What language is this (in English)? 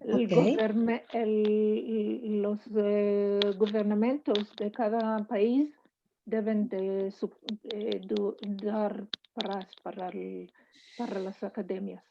Ladino